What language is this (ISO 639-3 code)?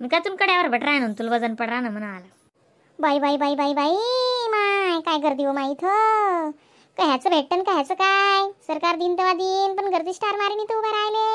khn